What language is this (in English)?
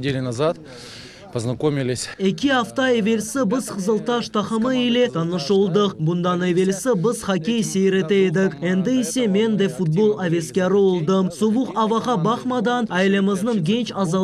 Crimean Tatar